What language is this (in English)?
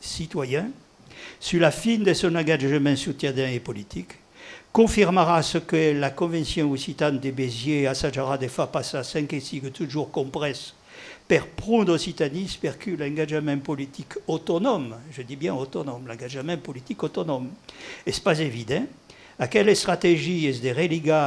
Occitan